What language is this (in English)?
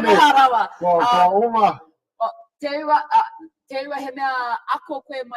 Māori